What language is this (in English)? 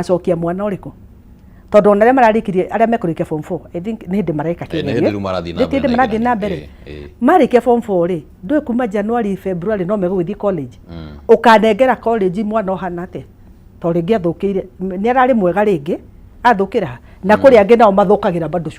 Kikuyu